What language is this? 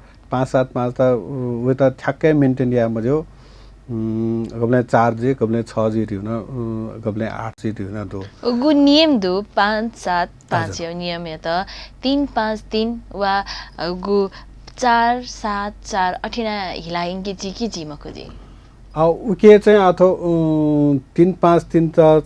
Newari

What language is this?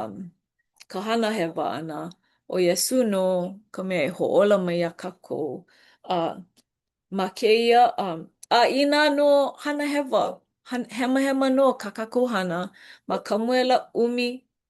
Hawaiian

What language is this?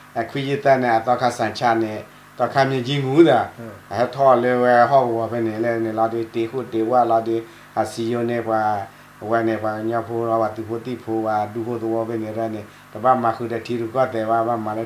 S'gaw Karen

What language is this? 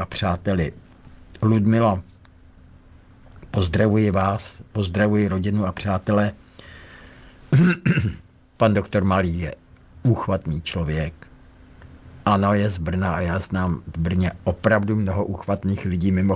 Czech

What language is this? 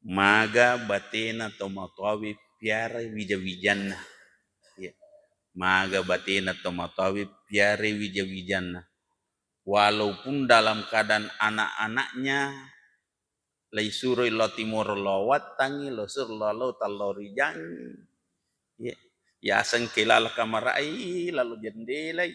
Buginese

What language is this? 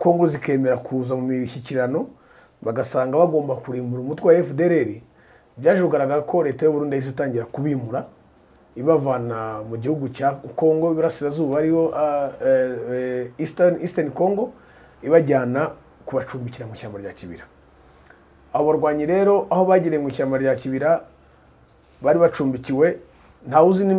Kinyarwanda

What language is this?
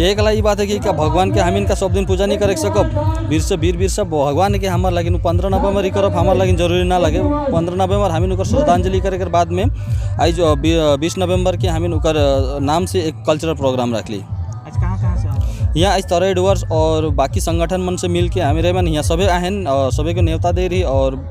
Sadri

